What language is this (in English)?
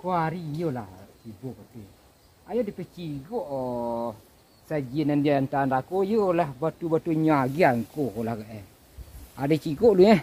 Minangkabau